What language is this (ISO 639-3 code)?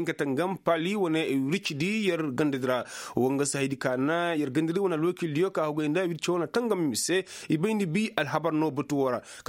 ses